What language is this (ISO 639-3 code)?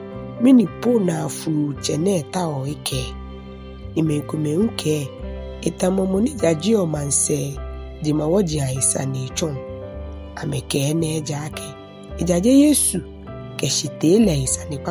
gaa